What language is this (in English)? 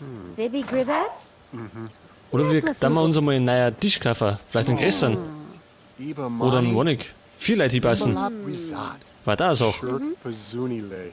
Bavarian